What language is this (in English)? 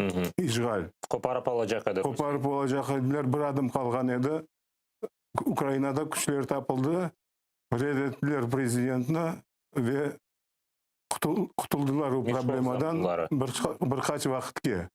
Crimean Tatar